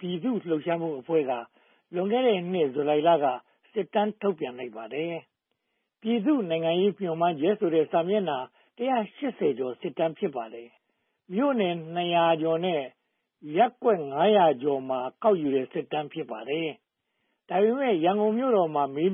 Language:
Burmese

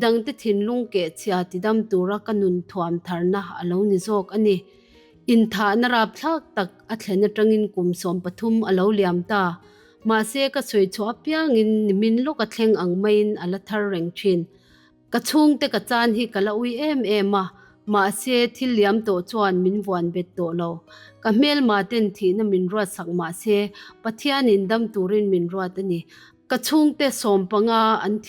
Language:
Mizo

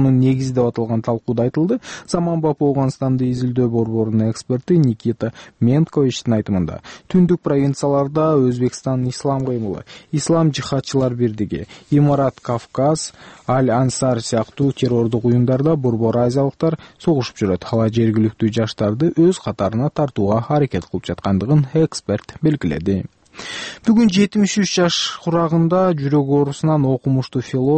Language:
Kyrgyz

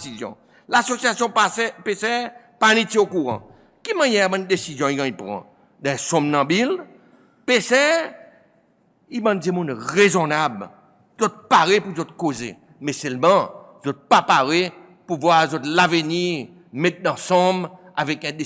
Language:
Seselwa Creole French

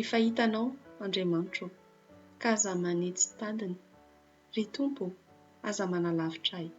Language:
Malagasy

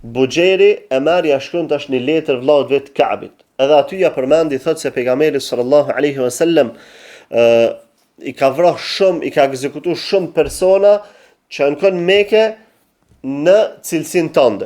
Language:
Albanian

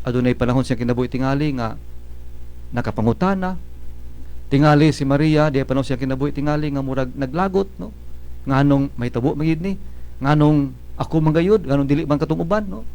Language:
Cebuano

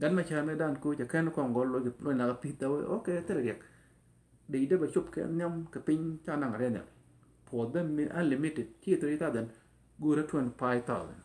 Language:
Nuer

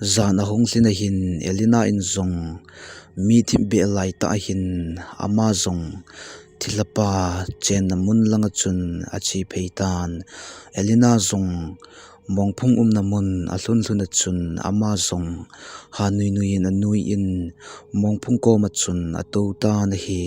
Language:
Thado Chin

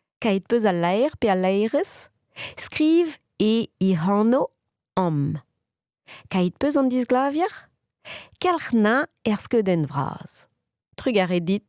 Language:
Breton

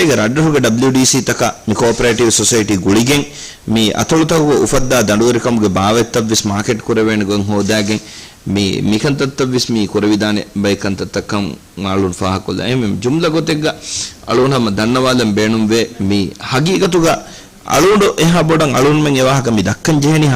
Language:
Divehi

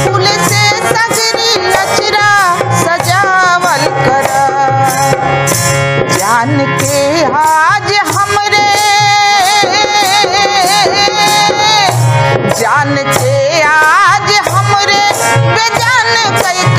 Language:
Bhojpuri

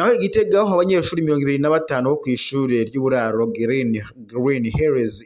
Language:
Rundi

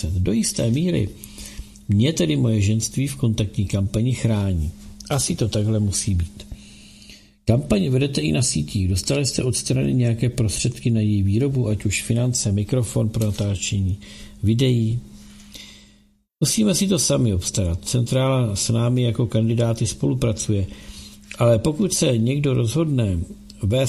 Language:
Czech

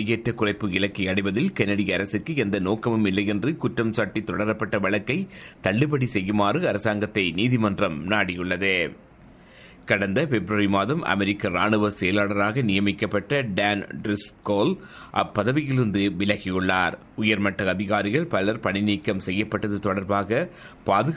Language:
Tamil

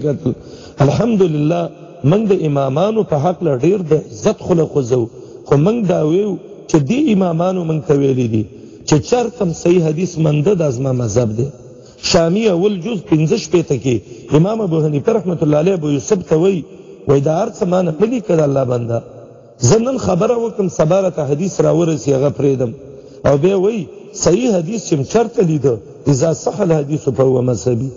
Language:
Pashto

